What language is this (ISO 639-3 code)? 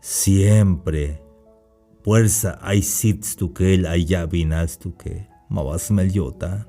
tzh